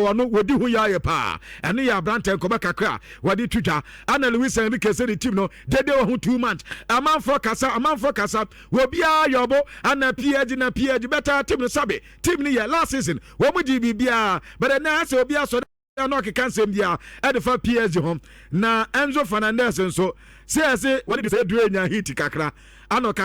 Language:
Akan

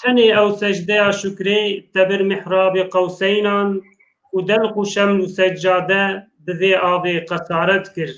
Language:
Kurdish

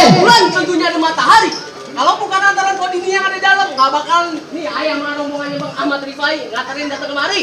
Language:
Betawi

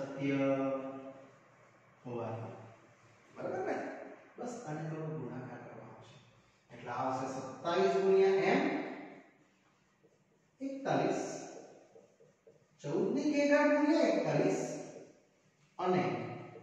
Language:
Gujarati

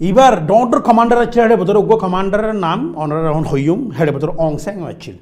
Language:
Rohingya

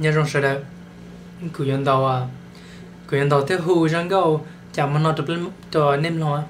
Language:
Hmong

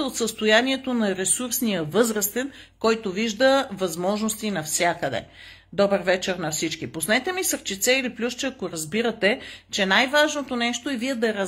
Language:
Bulgarian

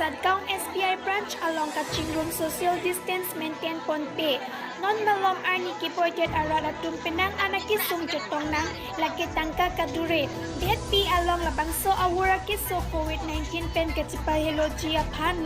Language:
Karbi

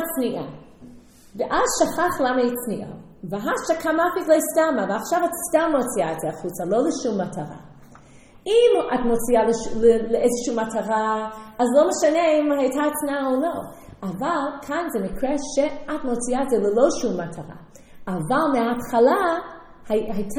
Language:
Hebrew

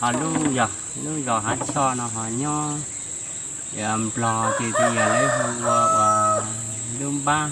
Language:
Hmong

